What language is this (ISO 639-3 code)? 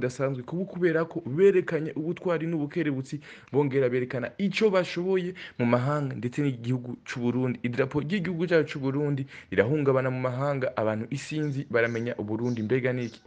run